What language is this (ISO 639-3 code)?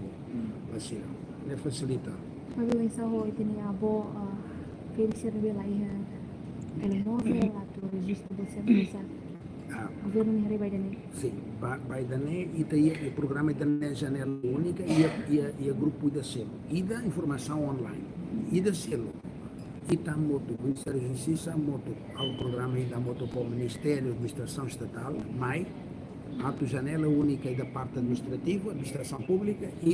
tet